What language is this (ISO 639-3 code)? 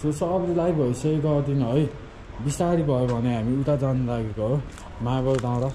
nep